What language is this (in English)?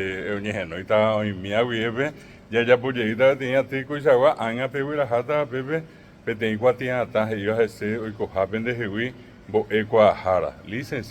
Guarani